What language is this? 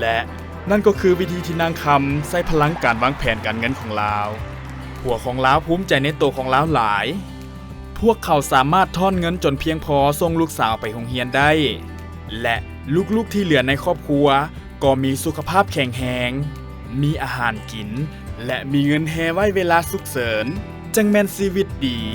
Lao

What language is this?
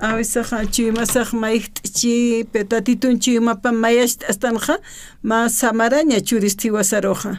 Aymara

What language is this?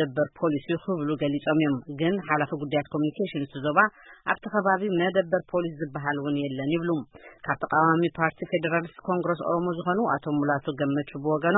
Tigrinya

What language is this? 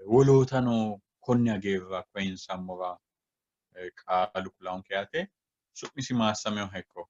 Sidamo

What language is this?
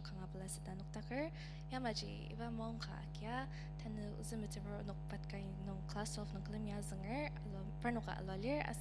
Ao Naga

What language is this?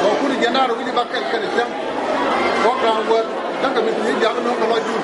Nuer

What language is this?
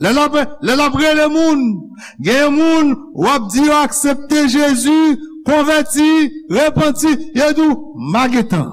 Haitian Creole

